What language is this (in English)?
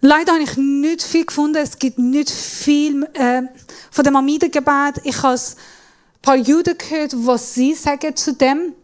Swiss German